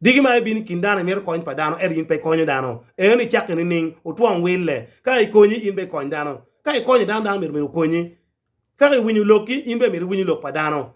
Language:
Acoli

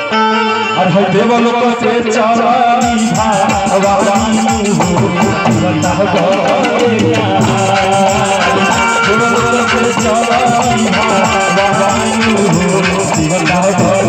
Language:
Bhojpuri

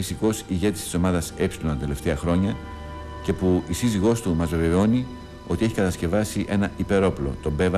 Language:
Greek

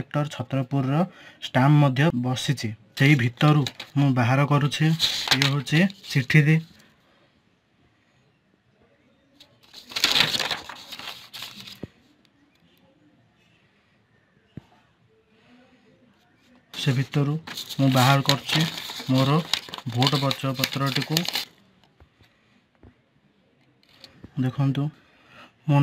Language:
Odia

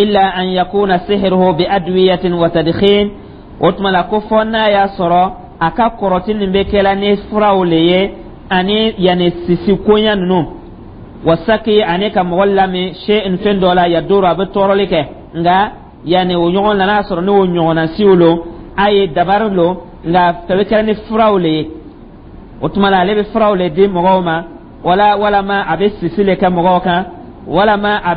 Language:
Dyula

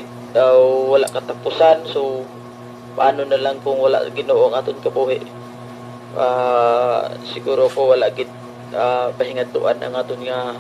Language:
Hiligaynon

